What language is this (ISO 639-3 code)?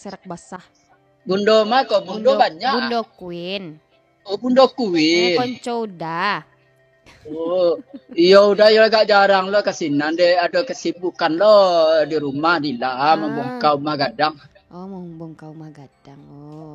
min